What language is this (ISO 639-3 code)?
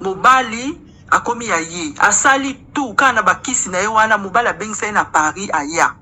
lin